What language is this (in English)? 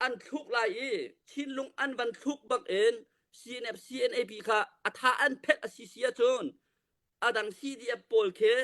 Hakha Chin